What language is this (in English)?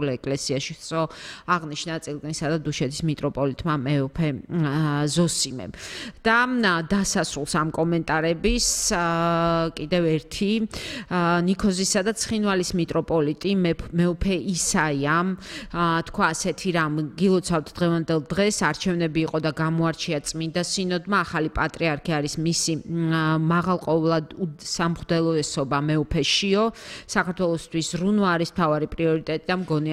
Georgian